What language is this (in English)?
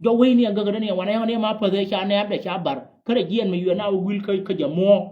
Nuer